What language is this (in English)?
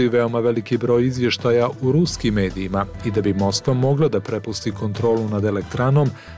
Bosnian